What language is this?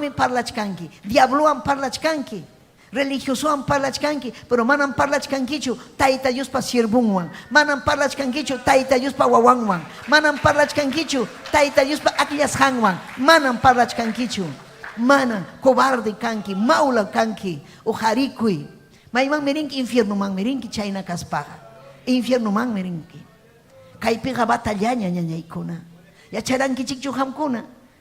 Ayacucho Quechua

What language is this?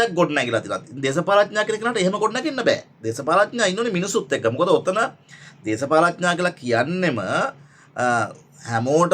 Sinhala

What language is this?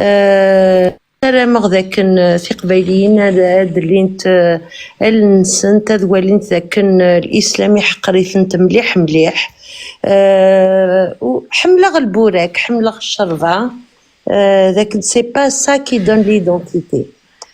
Kabyle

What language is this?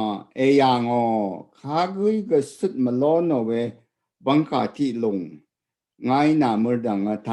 Rawang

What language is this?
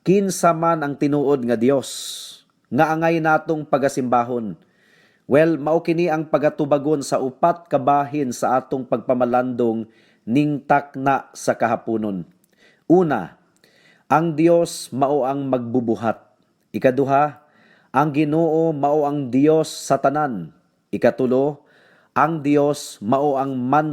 Cebuano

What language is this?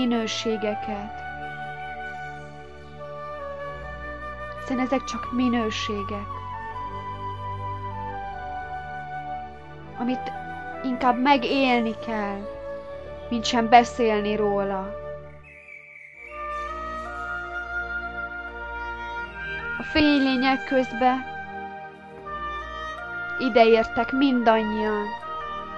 Hungarian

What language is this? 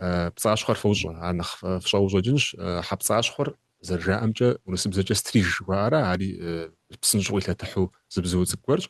Kabardian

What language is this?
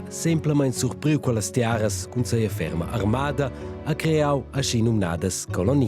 Romansh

